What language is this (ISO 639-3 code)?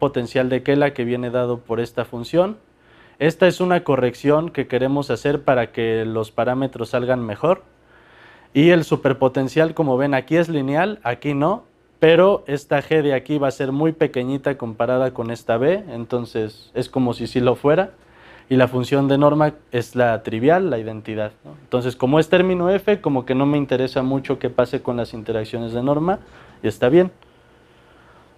spa